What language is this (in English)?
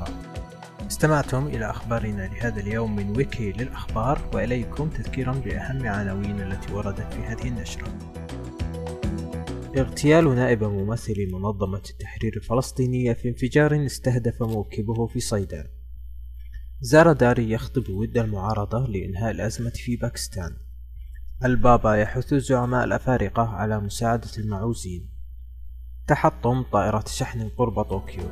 Arabic